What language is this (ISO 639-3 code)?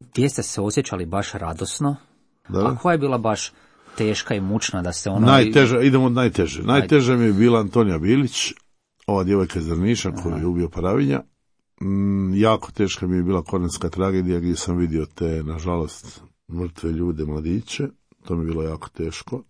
hrv